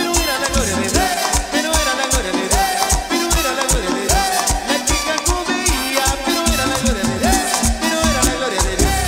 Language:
Spanish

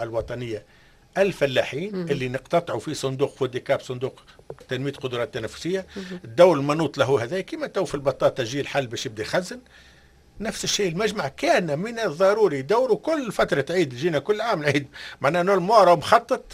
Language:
Tunisian Arabic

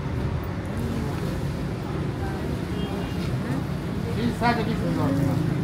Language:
Persian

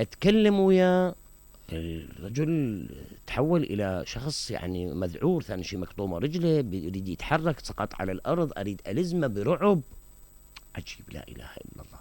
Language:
Mesopotamian Arabic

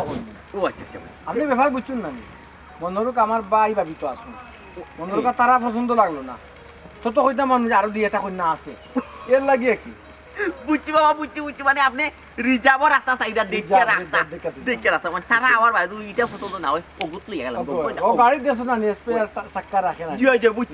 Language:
Sylheti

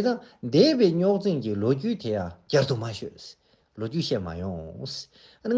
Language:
Tibetan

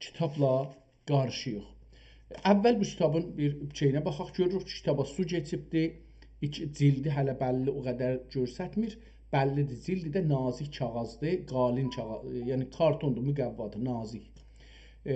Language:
South Azerbaijani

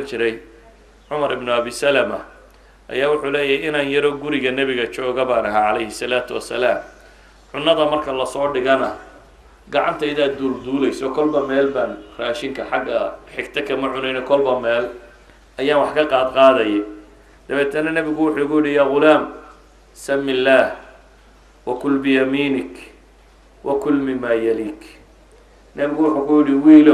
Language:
Somali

